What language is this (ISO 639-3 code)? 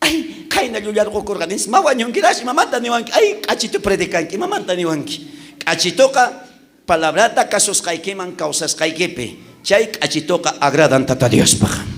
quh